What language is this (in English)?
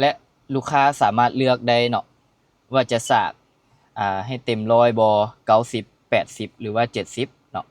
Lao